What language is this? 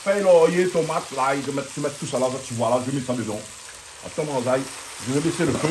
Réunion Creole French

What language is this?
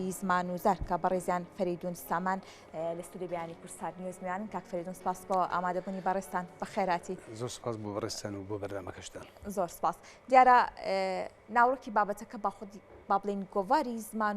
Central Kurdish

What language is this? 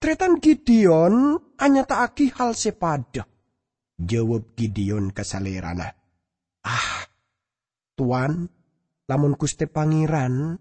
Madurese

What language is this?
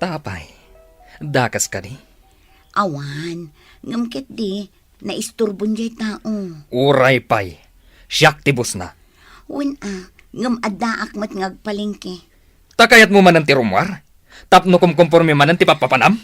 Iloko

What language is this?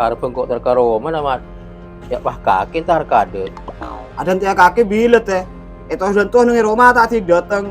Madurese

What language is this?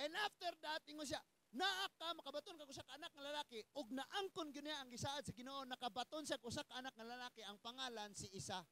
Cebuano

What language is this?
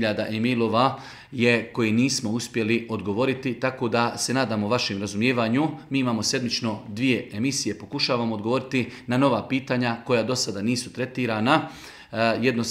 Bosnian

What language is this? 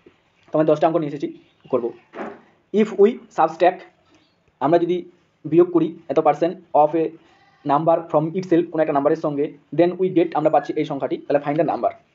Bangla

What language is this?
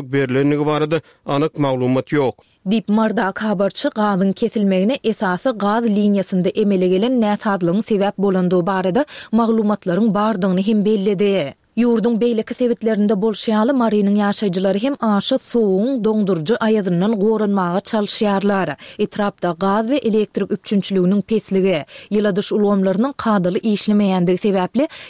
Turkmen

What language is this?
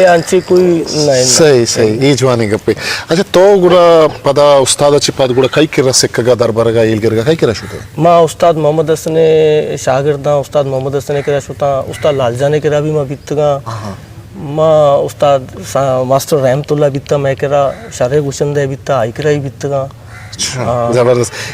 Eastern Balochi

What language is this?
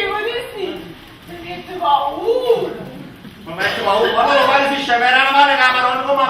Neapolitan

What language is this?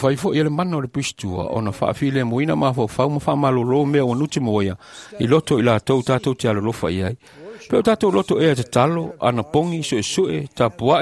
Samoan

